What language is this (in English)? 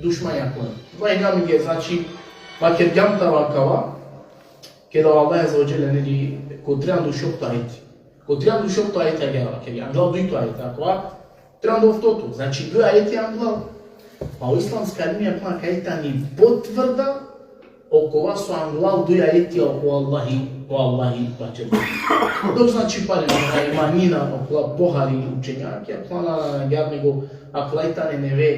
Balkan Romani